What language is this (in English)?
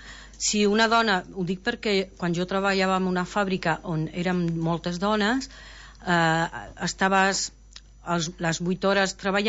Catalan